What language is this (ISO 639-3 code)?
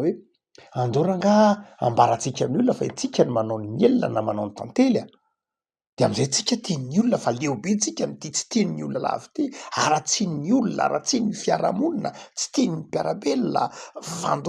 mlg